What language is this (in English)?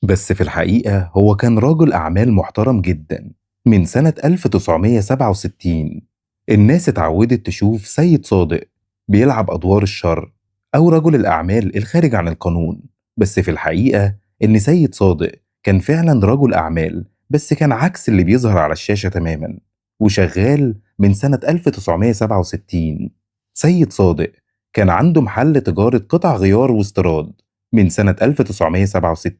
Egyptian Arabic